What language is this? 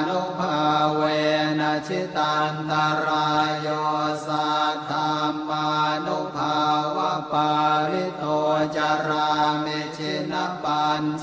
Pali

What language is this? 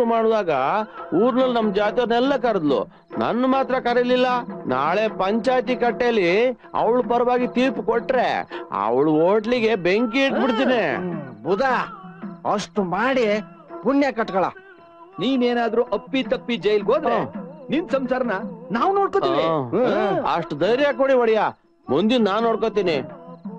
Kannada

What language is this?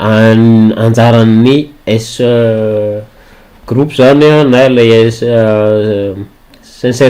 Malagasy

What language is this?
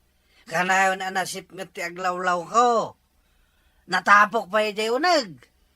Iloko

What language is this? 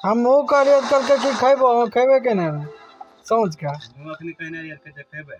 Maithili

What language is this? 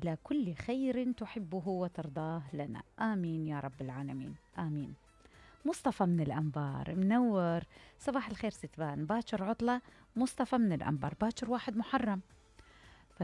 Mesopotamian Arabic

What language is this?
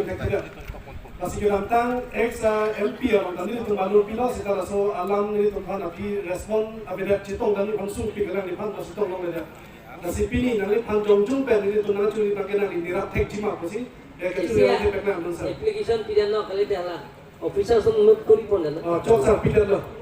Karbi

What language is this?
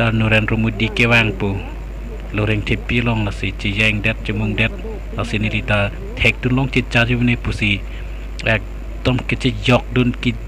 Karbi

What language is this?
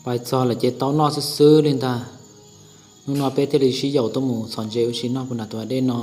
Hmong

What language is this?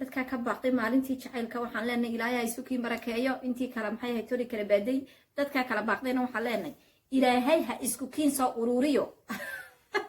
Somali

